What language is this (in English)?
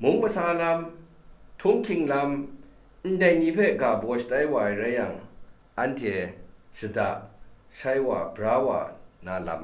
Kachin